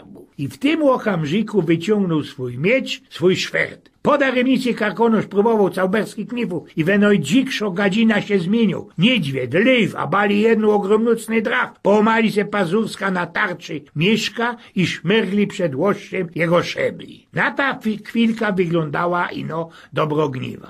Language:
Silesian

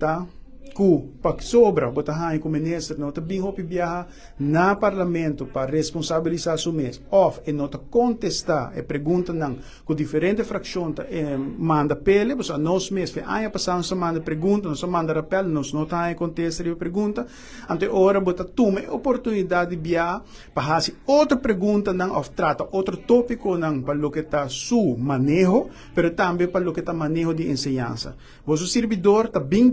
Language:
Papiamento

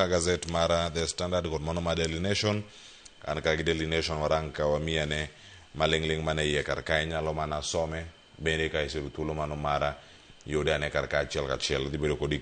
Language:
Luo (Kenya and Tanzania)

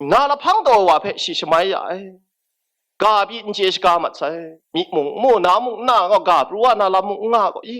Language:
Kachin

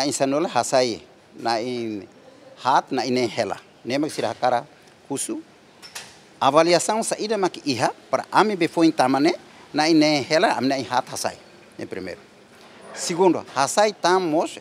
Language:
Tetum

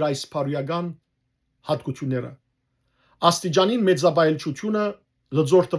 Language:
Western Armenian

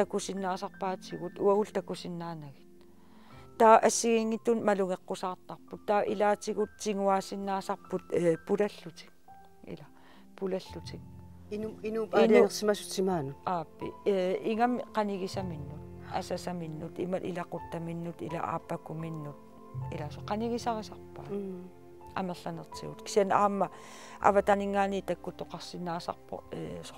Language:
Kalaallisut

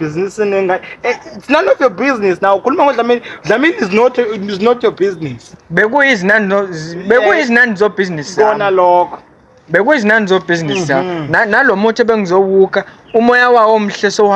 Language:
Zulu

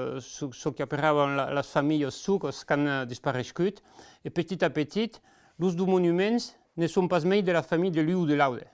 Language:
Occitan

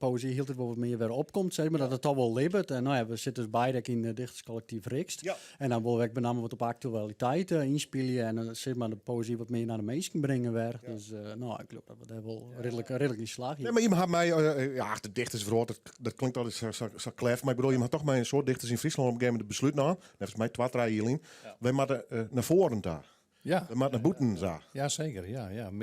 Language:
Western Frisian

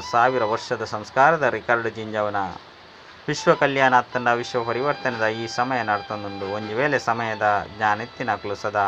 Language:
Tulu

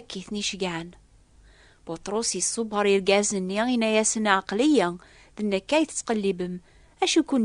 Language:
Kabyle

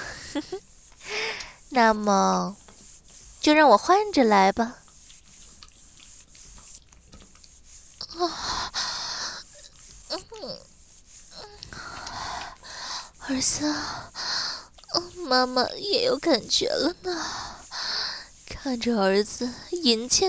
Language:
Chinese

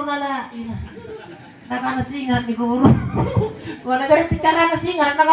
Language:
Makasar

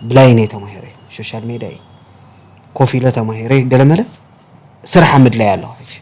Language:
Tigrinya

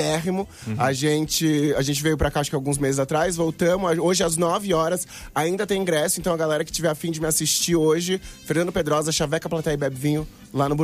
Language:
Portuguese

